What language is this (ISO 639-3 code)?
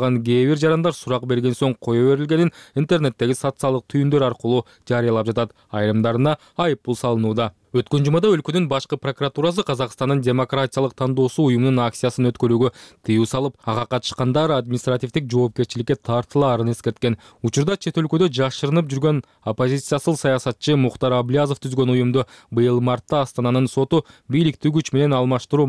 kir